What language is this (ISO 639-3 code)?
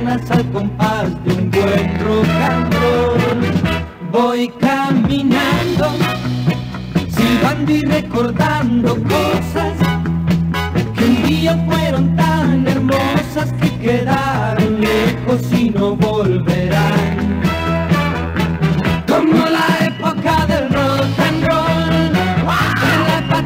spa